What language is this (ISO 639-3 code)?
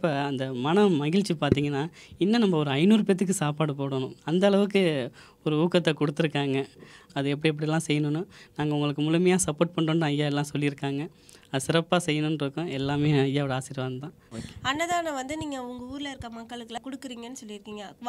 tam